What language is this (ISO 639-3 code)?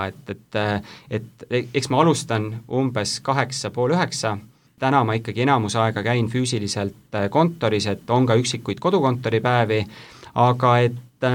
est